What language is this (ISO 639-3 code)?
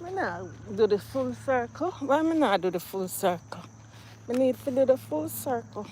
jam